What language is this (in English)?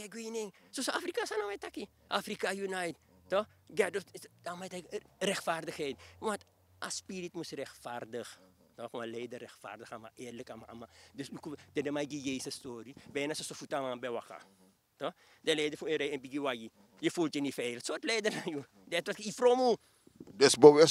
Sranan Tongo